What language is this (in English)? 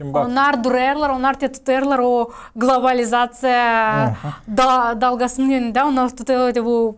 Gagauz